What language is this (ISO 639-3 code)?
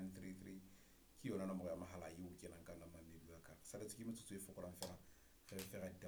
sot